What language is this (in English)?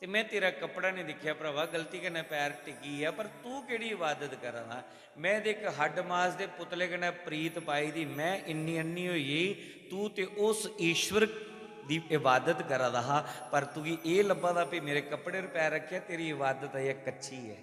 Dogri